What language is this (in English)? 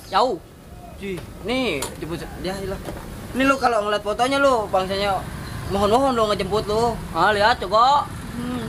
Betawi